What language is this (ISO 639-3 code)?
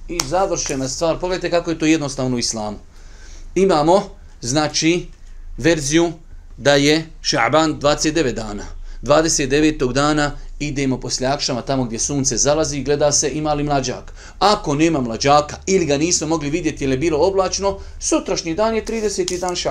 bos